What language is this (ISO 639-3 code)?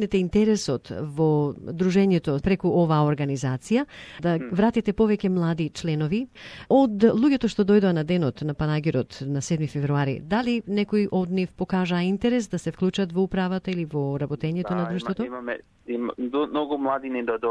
mkd